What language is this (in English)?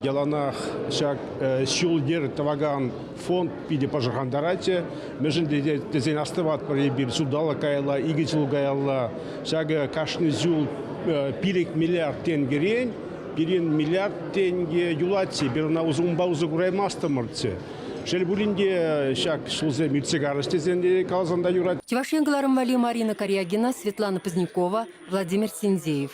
Chuvash